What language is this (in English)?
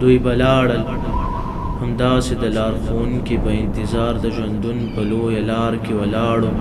Pashto